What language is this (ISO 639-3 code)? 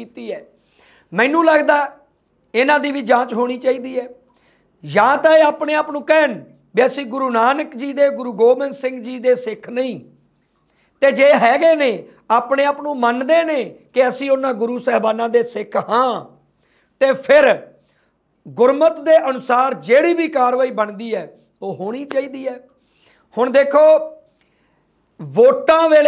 pan